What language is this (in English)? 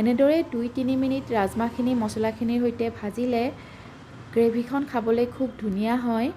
Assamese